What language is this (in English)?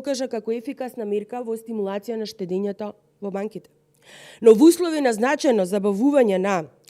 Macedonian